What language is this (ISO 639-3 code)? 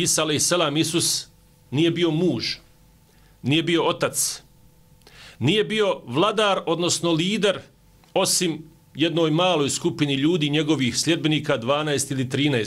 bos